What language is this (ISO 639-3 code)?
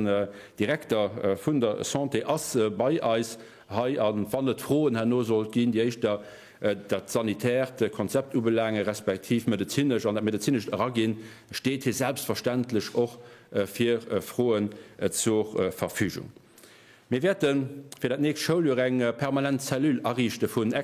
ltz